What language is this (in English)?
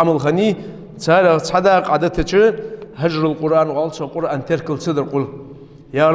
Ingush